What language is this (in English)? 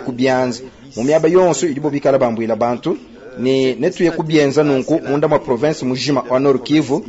Luba-Lulua